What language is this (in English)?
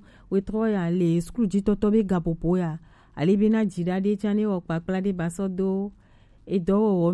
Gen